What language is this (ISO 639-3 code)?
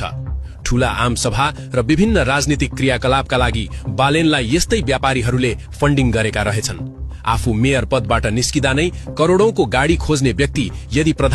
nep